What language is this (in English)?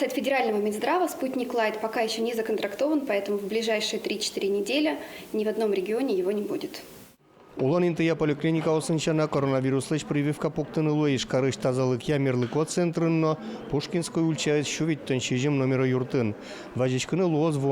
Udmurt